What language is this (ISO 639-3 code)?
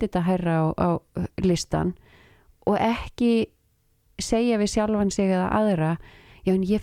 isl